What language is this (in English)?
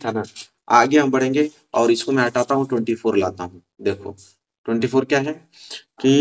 Hindi